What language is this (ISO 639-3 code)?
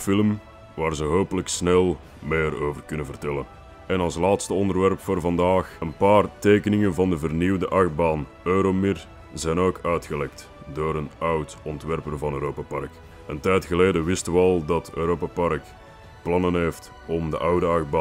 nld